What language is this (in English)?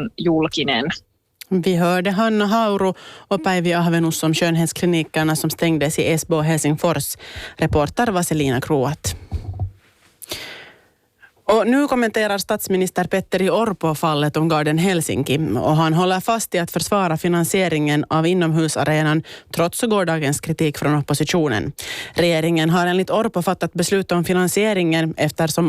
Swedish